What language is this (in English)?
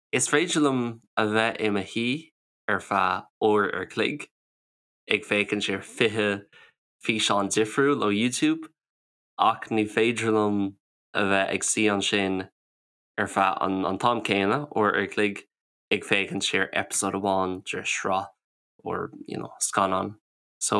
Irish